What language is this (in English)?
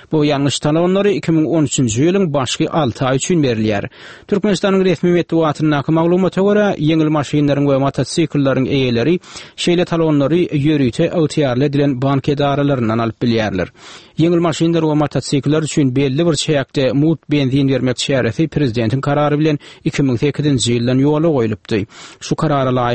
Turkmen